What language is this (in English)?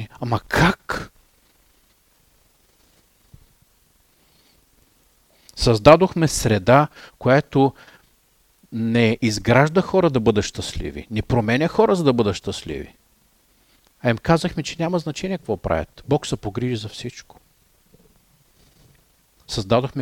Bulgarian